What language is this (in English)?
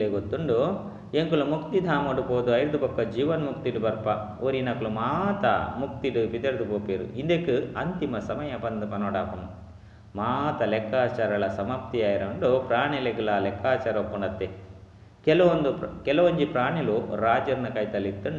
Tulu